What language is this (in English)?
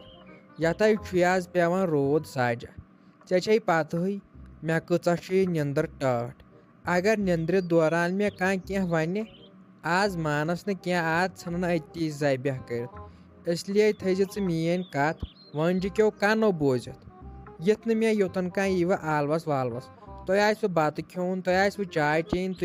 Kashmiri